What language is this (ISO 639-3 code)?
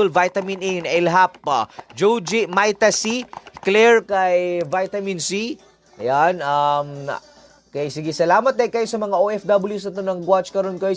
ceb